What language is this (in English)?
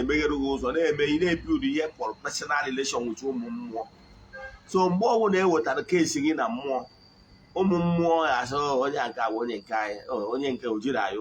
Igbo